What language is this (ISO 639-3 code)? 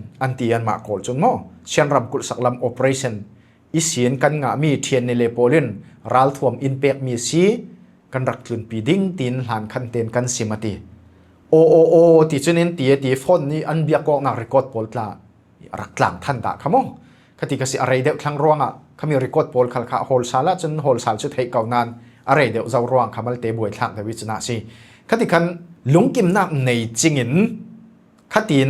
cfm